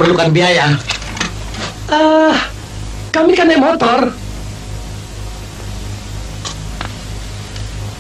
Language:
Indonesian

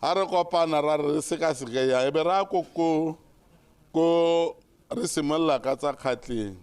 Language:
Tswana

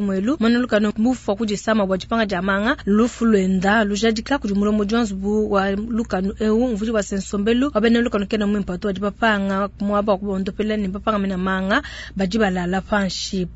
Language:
Luba-Lulua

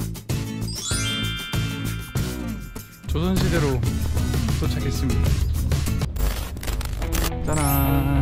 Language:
Korean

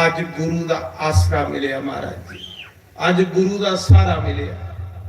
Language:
Dogri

